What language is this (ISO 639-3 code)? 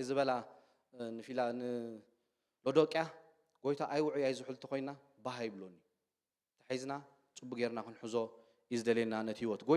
tir